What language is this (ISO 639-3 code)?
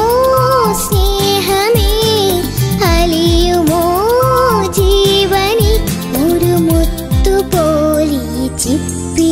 mal